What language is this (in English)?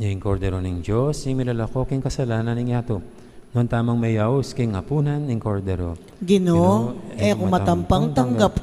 Pampanga